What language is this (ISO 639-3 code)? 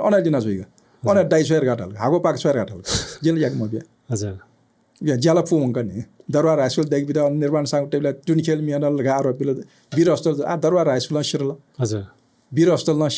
new